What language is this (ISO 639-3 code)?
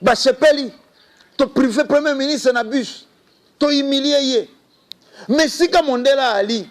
lin